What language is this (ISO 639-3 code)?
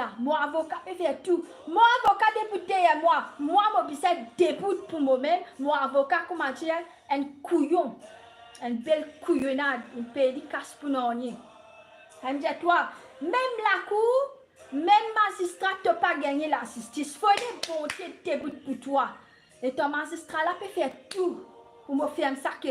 mfe